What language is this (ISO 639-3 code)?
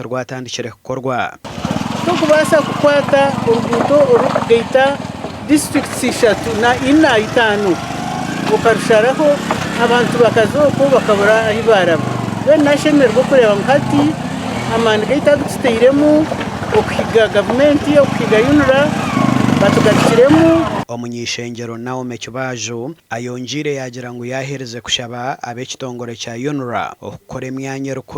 nyn